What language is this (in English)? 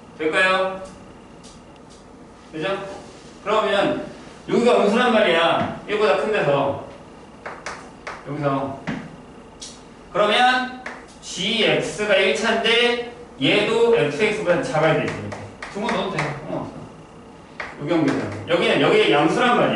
Korean